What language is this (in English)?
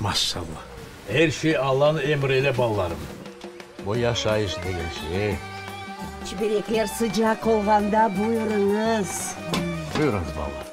Crimean Tatar